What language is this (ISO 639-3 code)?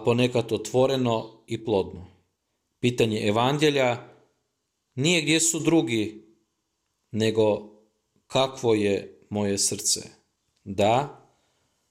hrv